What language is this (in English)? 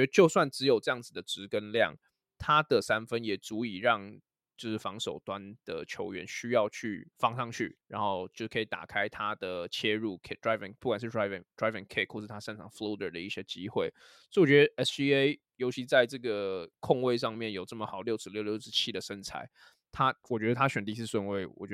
Chinese